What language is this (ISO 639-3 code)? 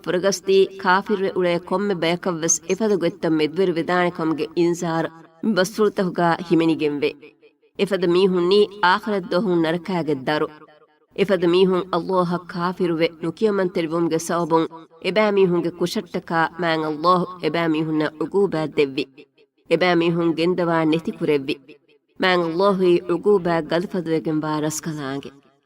div